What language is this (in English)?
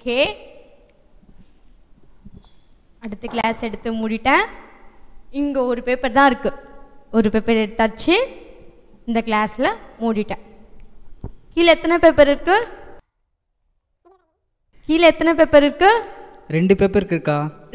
Tamil